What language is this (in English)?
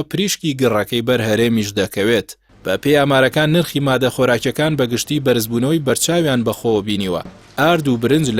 Central Kurdish